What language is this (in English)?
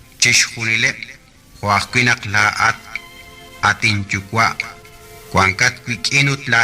Kekchí